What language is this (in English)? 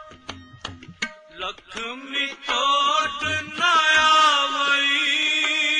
Punjabi